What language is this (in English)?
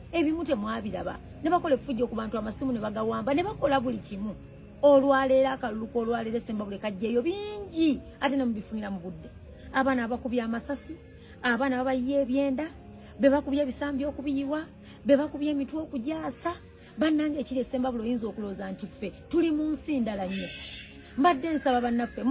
Ganda